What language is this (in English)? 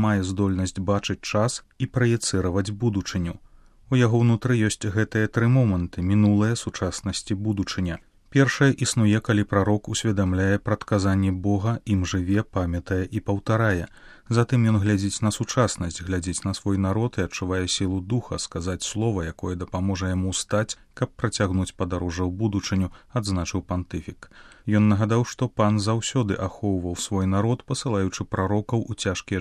Belarusian